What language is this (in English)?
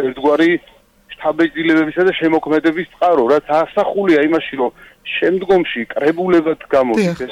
Georgian